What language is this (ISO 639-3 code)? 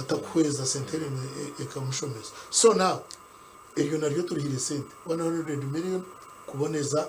nyn